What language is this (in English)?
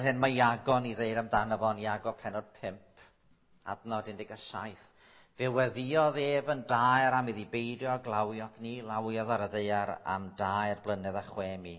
Welsh